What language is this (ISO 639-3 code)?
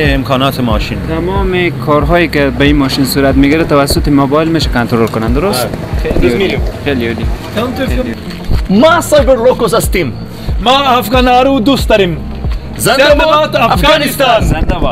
fas